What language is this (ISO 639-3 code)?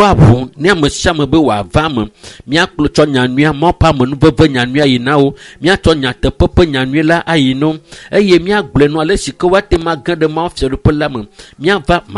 ewe